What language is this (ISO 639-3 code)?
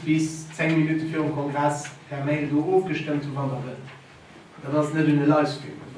ltz